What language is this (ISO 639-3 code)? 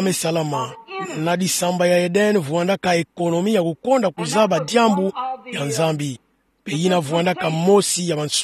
ktu